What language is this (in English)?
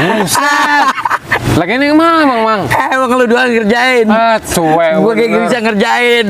Betawi